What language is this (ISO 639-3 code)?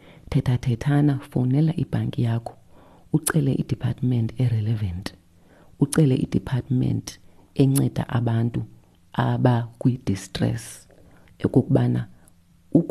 xho